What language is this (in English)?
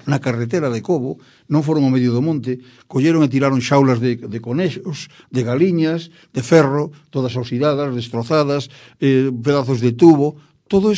Galician